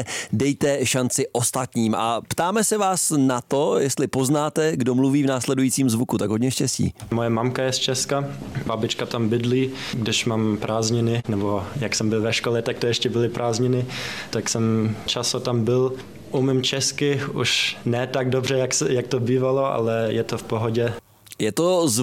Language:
Czech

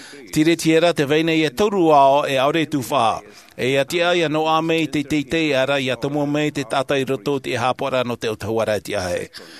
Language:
Tahitian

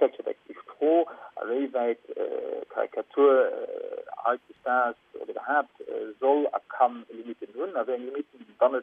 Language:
Luxembourgish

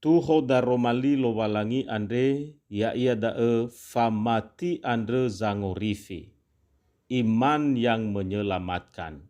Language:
Nias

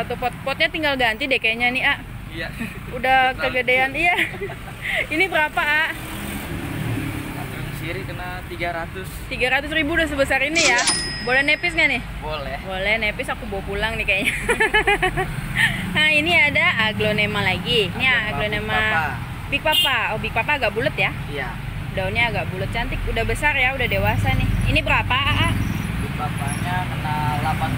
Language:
Indonesian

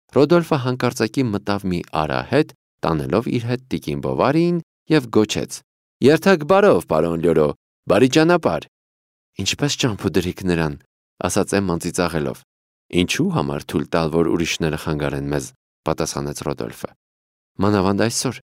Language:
Armenian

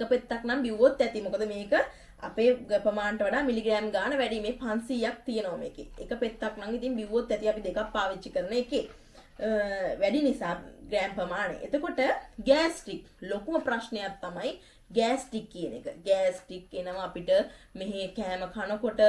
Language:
Sinhala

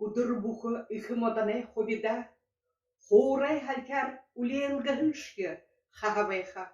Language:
Buriat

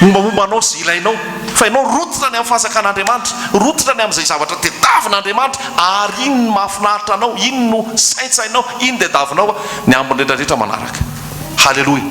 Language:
Malagasy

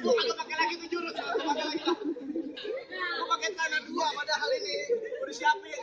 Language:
Betawi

